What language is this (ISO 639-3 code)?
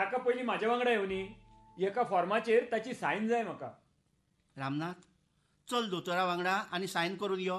kok